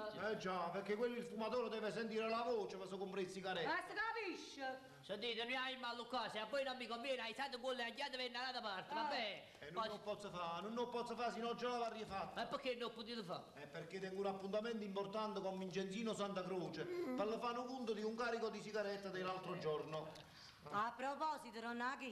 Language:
Neapolitan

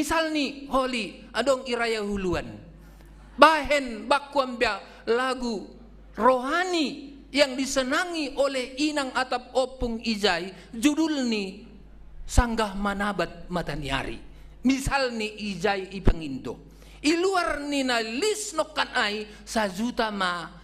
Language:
Batak Simalungun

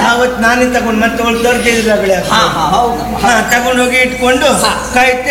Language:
Kannada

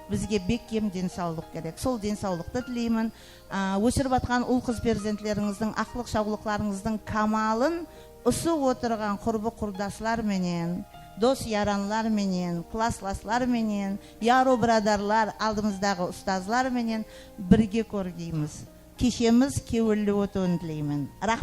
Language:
Kara-Kalpak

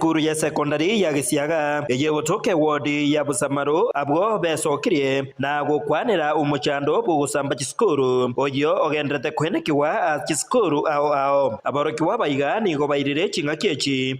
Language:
Gusii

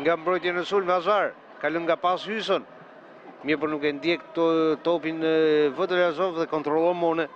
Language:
Albanian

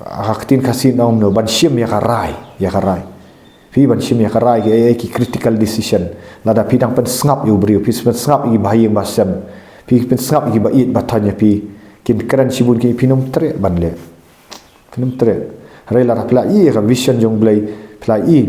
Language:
Khasi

